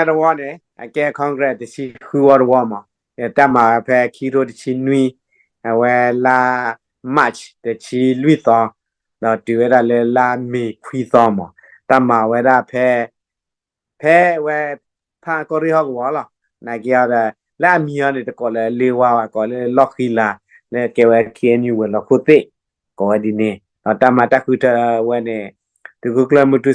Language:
S'gaw Karen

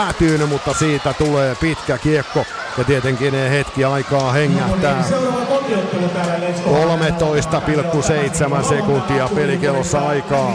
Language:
Finnish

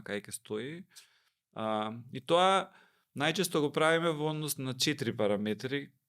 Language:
Macedonian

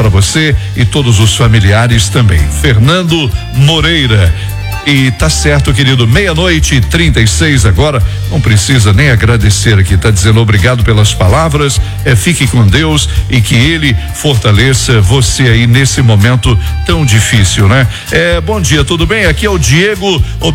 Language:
Portuguese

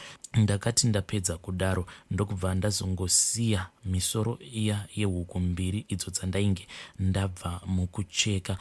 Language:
Shona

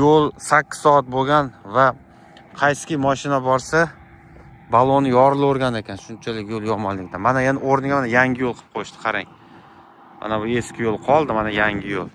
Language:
Uzbek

